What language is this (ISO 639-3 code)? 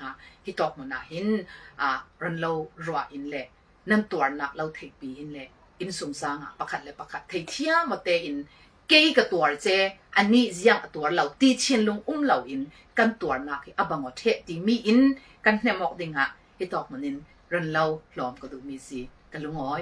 cfm